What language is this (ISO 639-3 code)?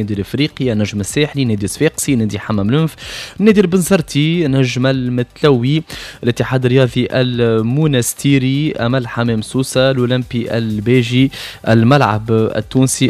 aeb